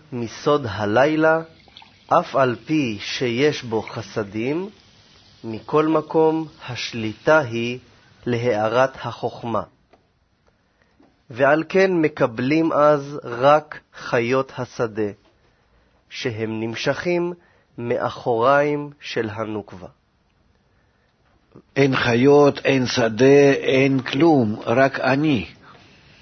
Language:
Hebrew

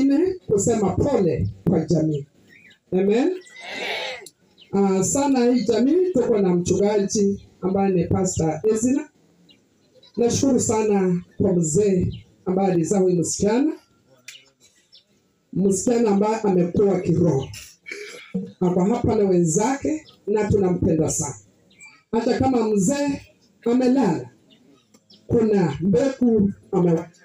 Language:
Swahili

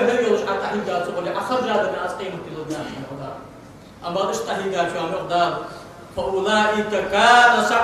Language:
Ingush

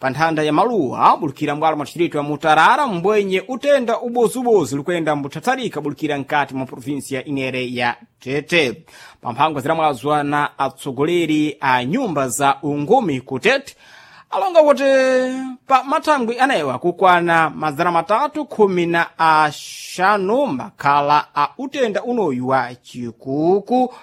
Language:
Sena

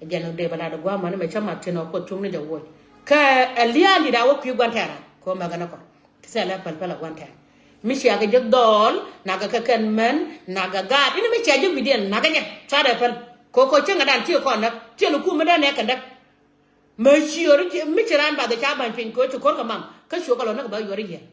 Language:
Nuer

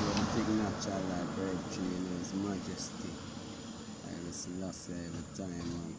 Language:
Jamaican Creole English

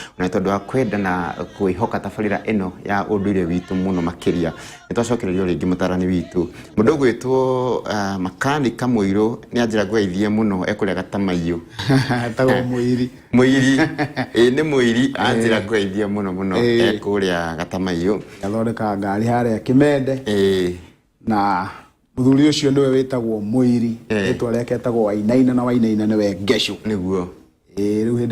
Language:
Kikuyu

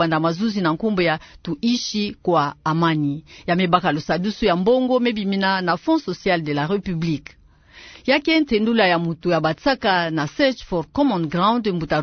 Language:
Kituba (Democratic Republic of Congo)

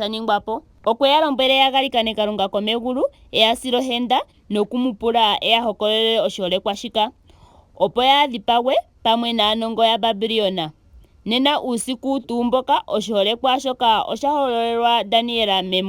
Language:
Ndonga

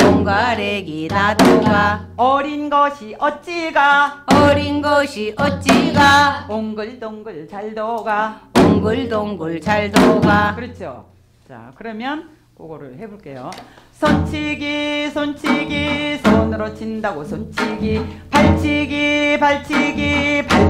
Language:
Korean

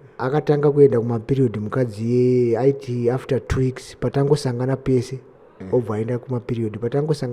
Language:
Shona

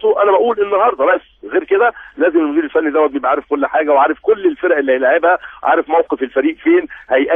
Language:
Egyptian Arabic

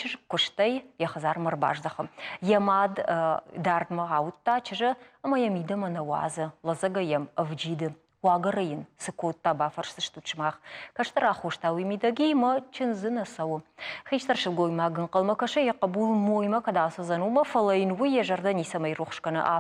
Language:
Ossetic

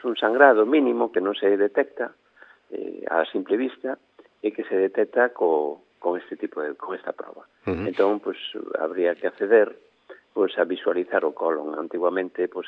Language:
Galician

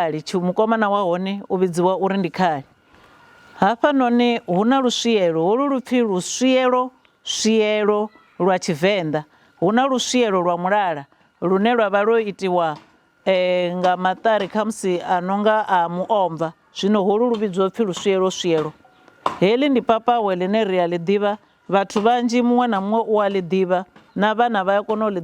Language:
Venda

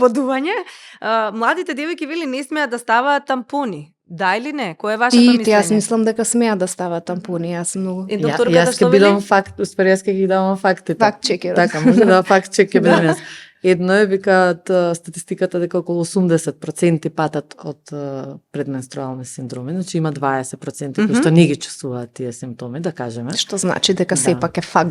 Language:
Macedonian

